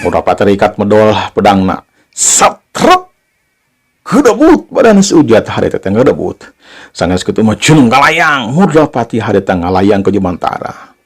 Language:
Sundanese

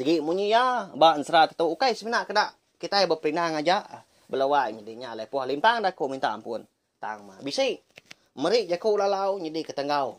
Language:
Iban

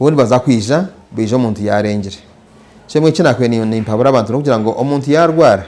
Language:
Nyankole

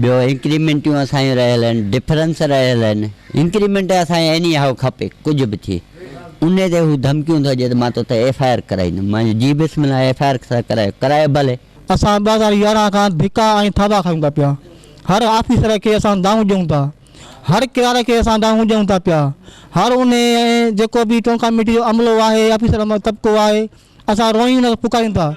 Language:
Sindhi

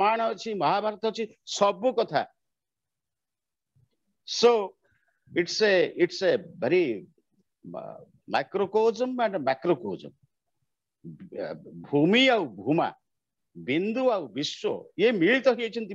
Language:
Odia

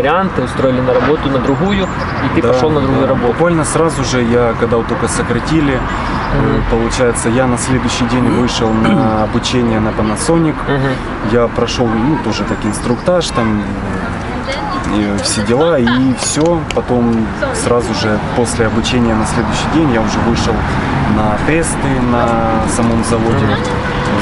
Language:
Russian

